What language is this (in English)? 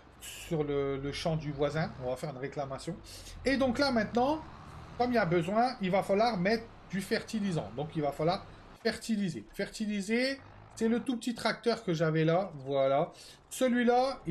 French